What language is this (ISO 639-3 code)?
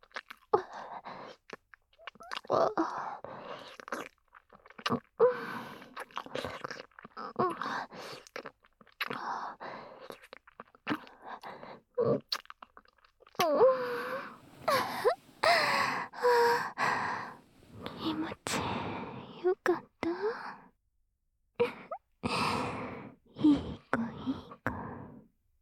jpn